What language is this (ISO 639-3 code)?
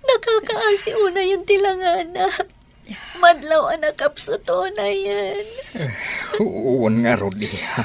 ilo